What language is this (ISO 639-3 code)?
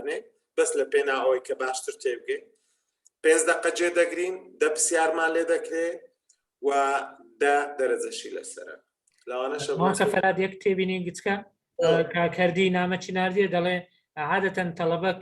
ckb